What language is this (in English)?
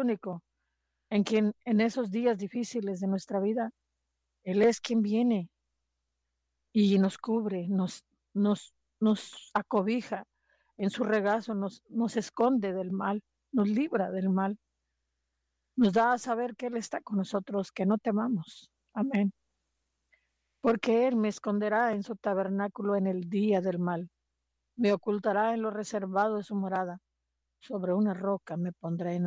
Spanish